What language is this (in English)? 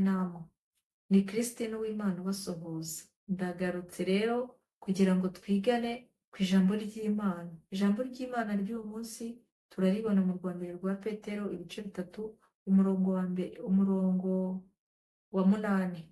Kinyarwanda